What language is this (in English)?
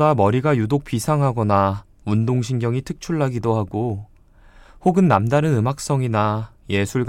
Korean